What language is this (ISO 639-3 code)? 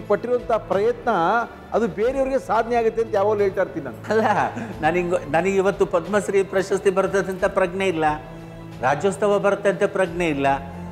kan